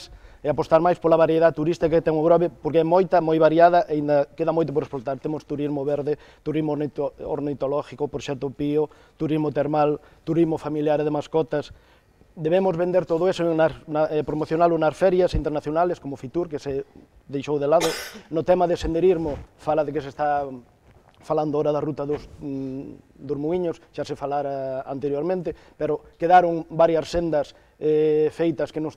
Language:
Galician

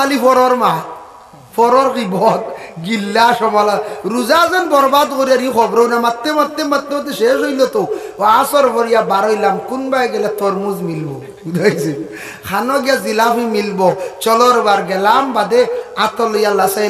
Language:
Sylheti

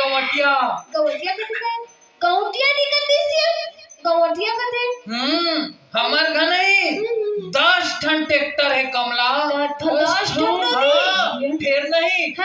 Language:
Chhattisgarhi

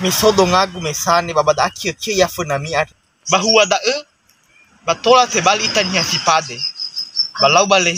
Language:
Nias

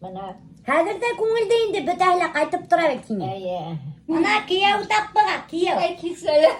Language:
Bashkir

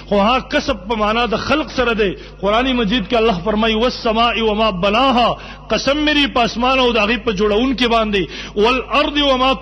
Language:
Pashto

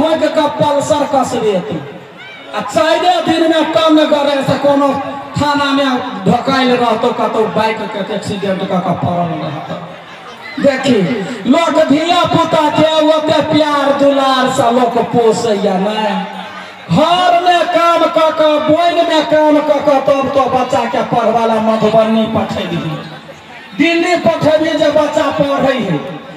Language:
Maithili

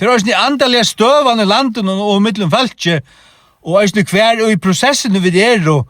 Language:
Faroese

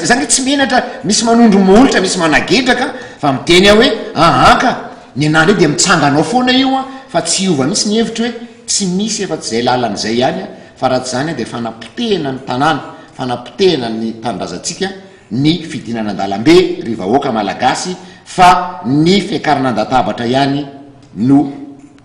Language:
Malagasy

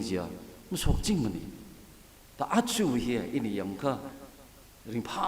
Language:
Tangkhul Naga (India)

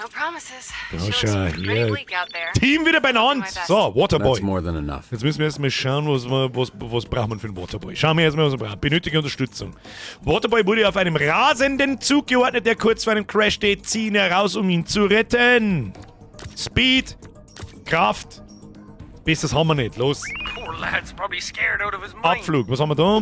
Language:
Bavarian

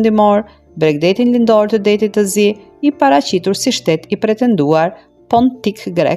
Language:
Albanian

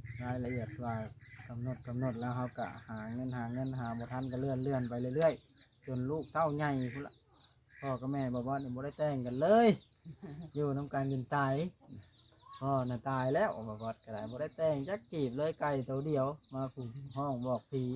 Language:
Lao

